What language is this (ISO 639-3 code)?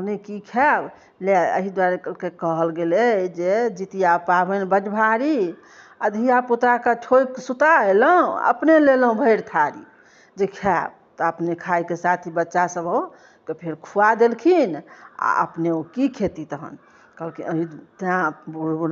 mai